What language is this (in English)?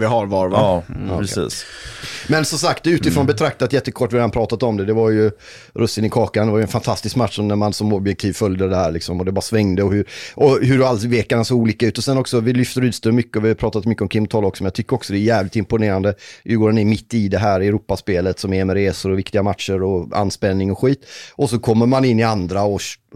Swedish